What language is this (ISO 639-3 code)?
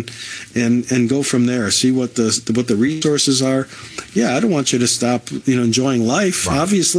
eng